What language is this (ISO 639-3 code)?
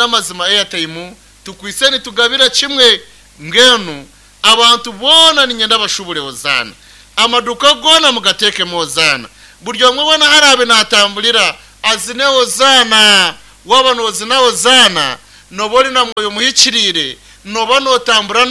nyn